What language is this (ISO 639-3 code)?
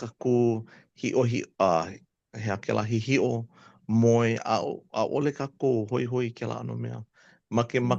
haw